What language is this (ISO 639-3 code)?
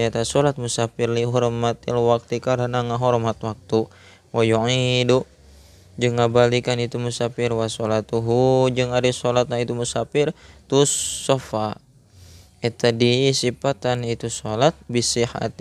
sun